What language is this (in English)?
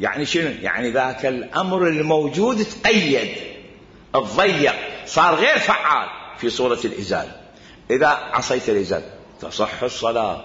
Mesopotamian Arabic